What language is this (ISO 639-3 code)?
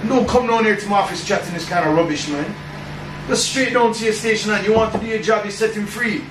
jam